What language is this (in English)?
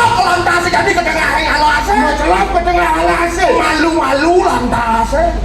Balinese